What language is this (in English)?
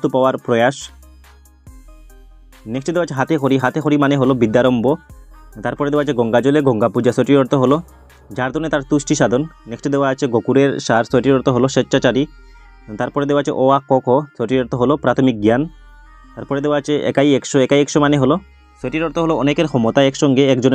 Bangla